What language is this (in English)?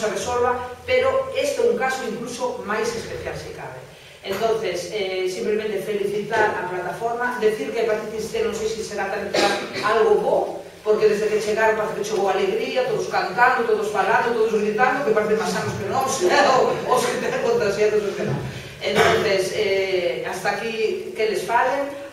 Galician